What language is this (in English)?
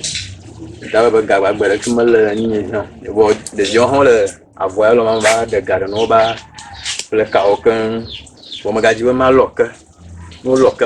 Ewe